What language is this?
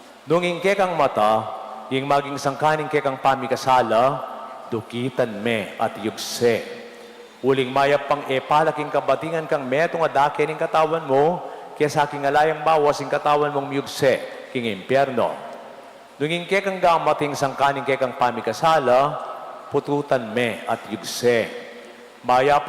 Pampanga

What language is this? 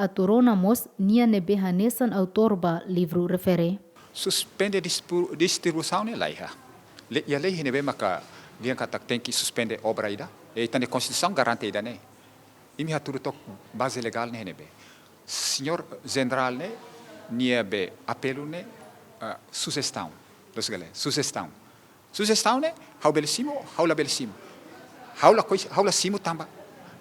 Tetum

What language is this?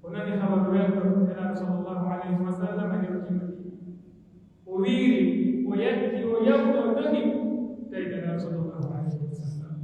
Pular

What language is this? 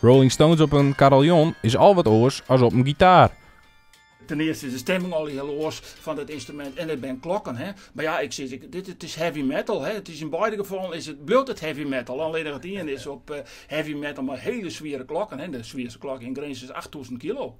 Western Frisian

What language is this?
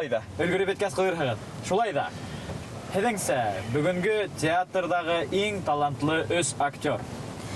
Bashkir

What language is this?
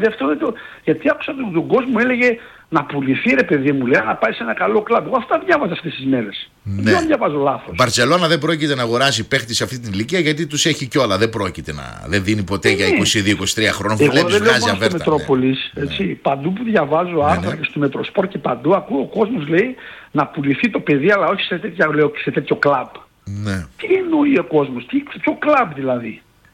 Greek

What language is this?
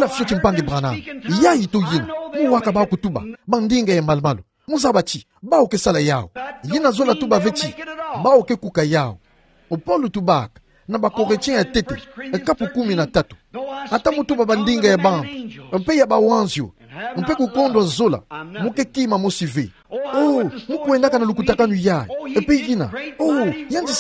Kituba (Democratic Republic of Congo)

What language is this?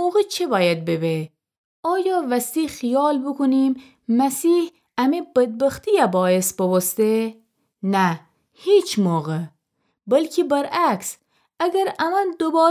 Gilaki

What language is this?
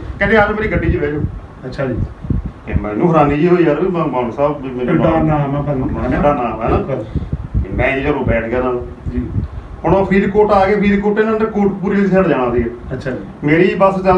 Punjabi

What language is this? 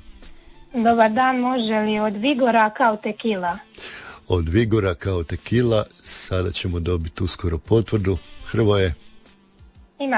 Croatian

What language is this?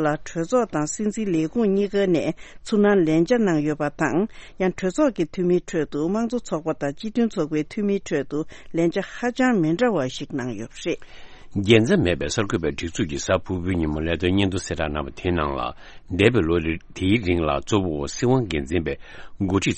Tibetan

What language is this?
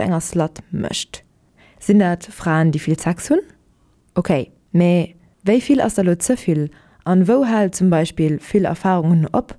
Luxembourgish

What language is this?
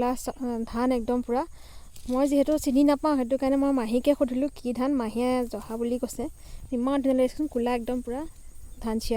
Assamese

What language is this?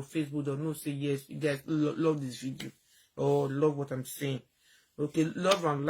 Nigerian Pidgin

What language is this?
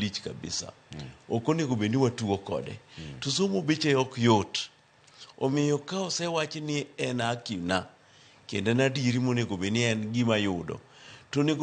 Luo (Kenya and Tanzania)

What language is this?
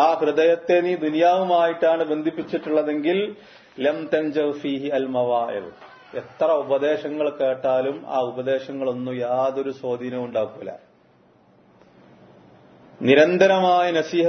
Malayalam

